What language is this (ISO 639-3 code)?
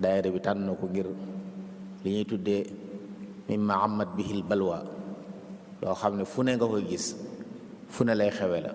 wol